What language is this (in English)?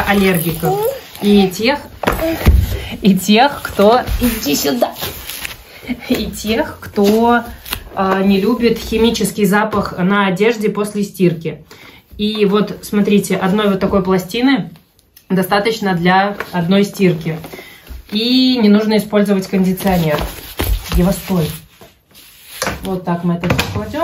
Russian